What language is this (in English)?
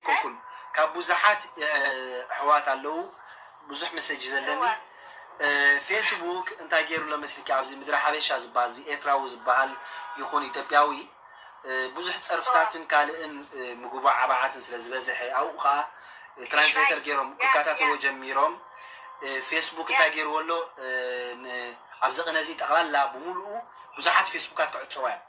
Tigrinya